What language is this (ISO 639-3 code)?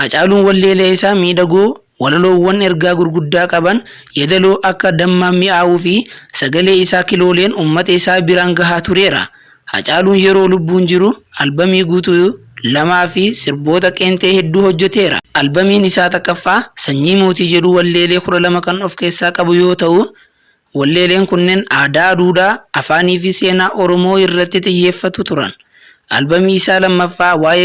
orm